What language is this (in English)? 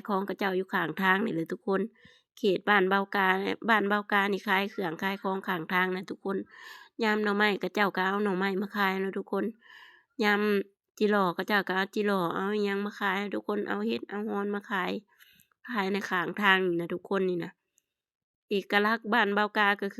Lao